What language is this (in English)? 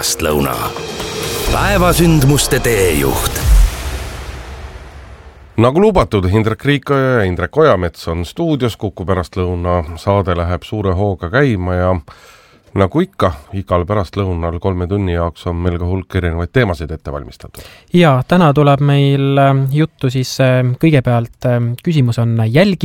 Estonian